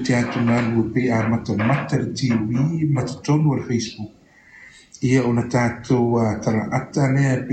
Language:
Samoan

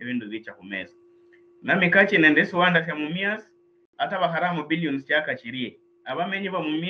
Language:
Luyia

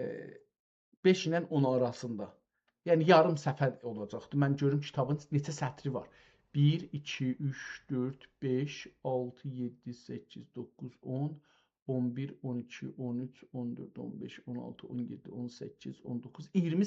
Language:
South Azerbaijani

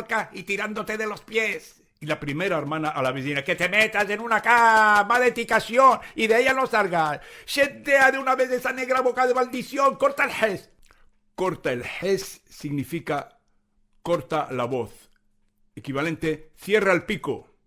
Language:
Ladino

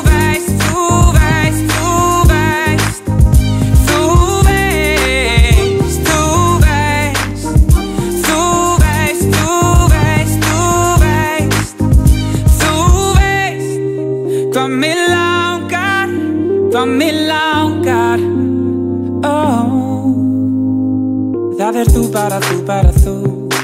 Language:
Icelandic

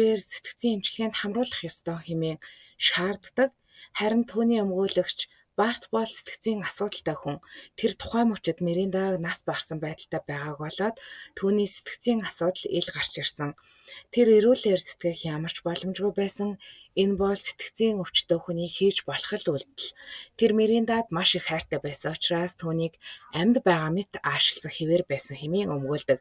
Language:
Mongolian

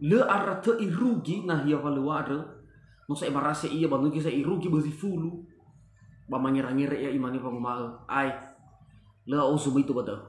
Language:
Nias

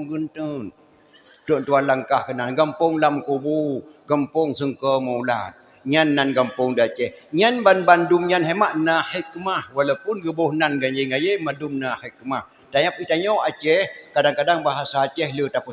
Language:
Achinese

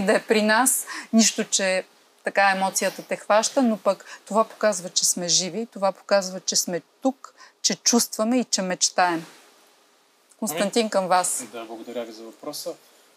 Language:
Bulgarian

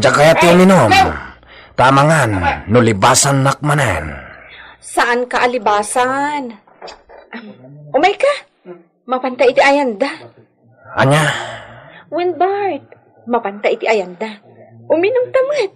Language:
Iloko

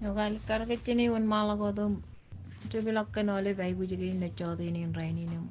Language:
Marshallese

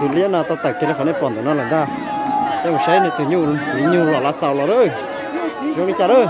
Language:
Hmong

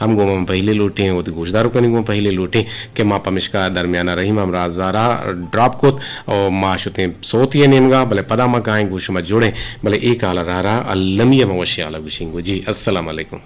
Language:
Eastern Balochi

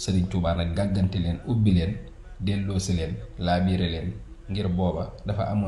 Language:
Wolof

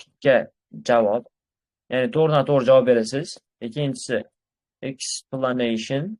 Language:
Uzbek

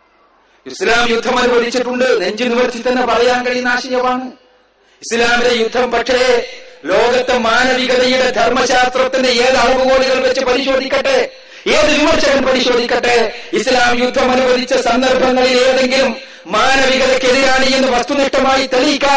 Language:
Malayalam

